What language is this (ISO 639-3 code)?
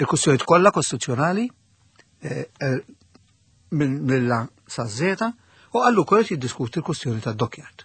mlt